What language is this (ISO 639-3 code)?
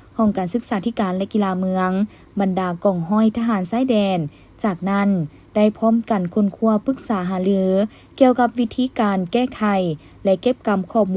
lao